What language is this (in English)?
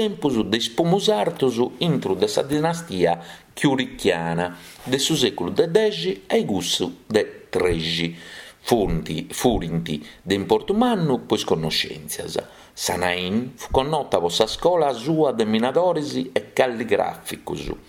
Sardinian